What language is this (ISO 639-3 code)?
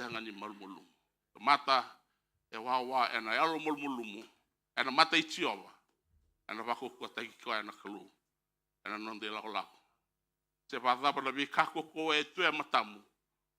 fij